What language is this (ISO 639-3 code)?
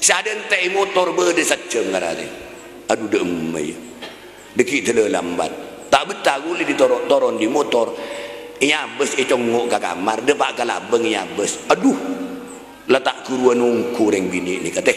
mad